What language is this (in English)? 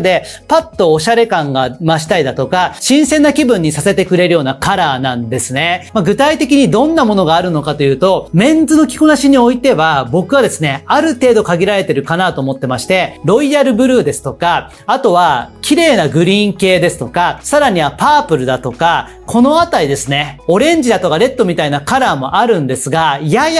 Japanese